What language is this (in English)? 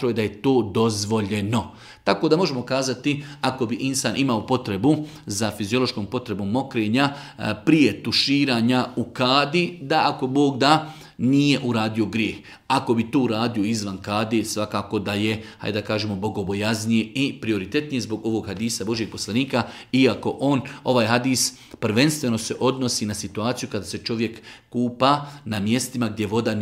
Bosnian